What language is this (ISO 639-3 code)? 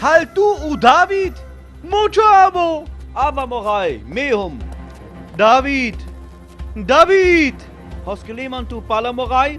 rmo